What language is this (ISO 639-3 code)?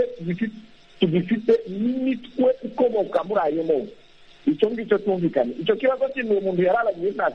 kin